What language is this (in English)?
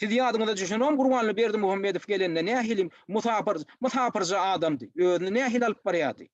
Turkmen